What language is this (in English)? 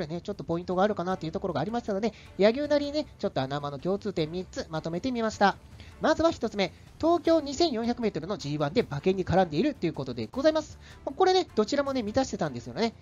Japanese